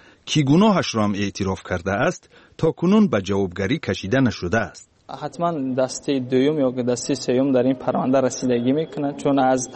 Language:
Persian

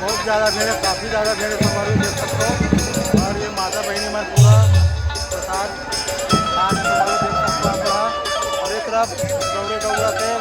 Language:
Chhattisgarhi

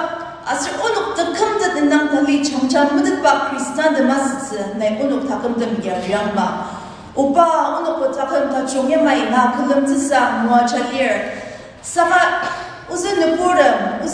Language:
Ao Naga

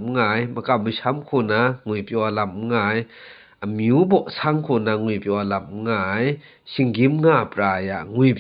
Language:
Kachin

